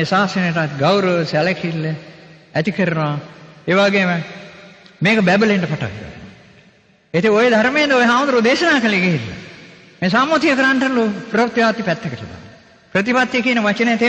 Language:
Sinhala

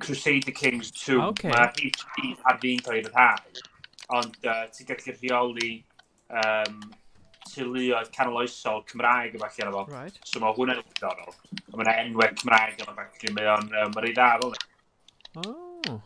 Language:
Welsh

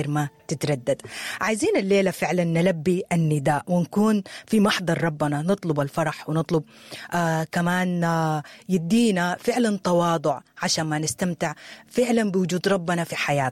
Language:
Sudanese Arabic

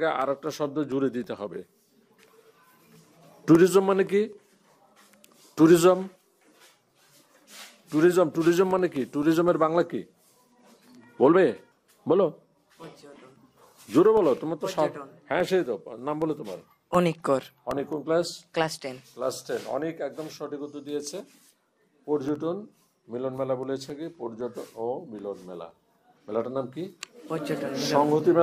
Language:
Bangla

